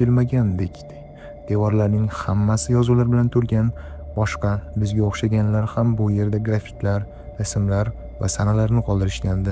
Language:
Uzbek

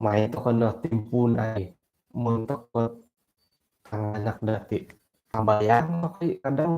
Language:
Central Dusun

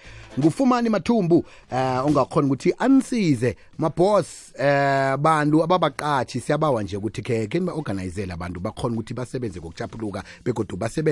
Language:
South Ndebele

